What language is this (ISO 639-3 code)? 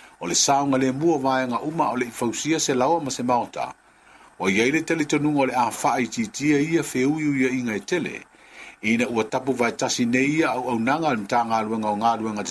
smo